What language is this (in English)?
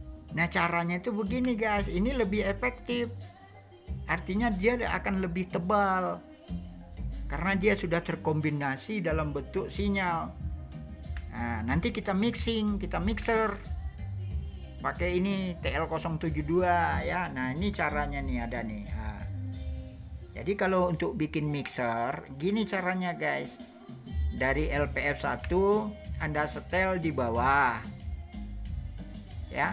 Indonesian